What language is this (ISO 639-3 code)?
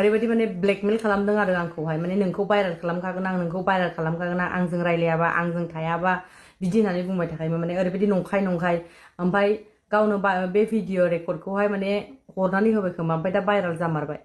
brx